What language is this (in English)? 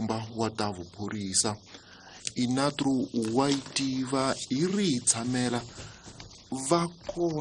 Tsonga